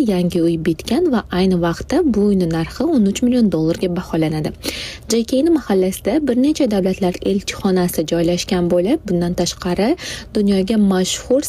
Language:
Uzbek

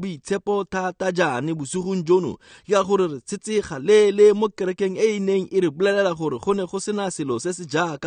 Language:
Tswana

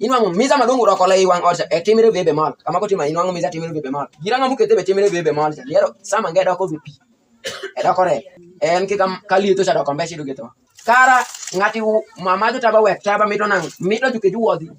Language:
Alur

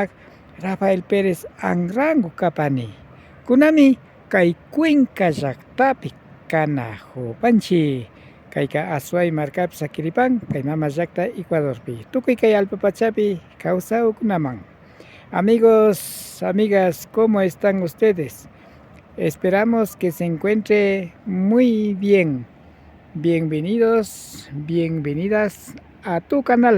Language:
Imbabura Highland Quichua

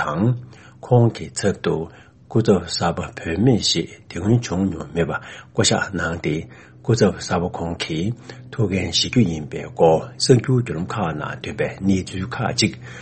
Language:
Tibetan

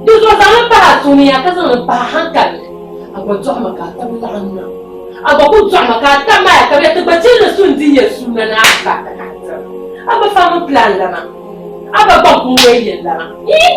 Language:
Dagbani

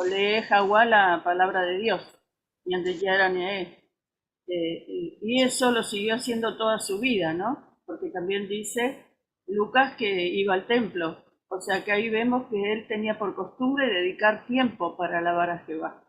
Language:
Guarani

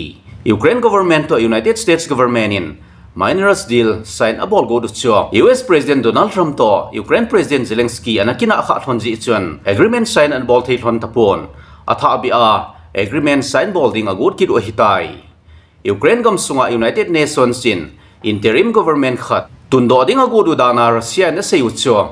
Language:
Thado Chin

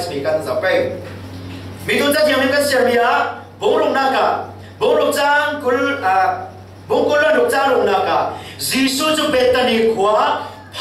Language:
Falam Chin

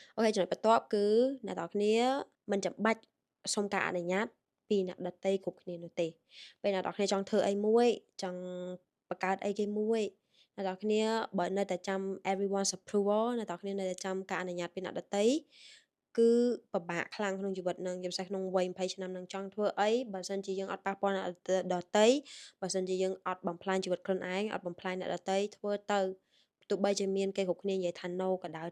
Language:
Khmer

